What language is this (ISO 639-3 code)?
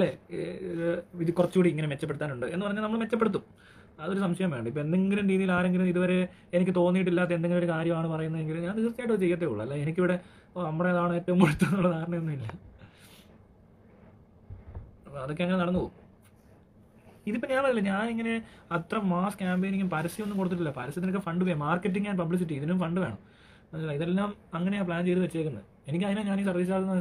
mal